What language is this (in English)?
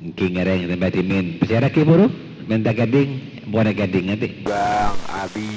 Madurese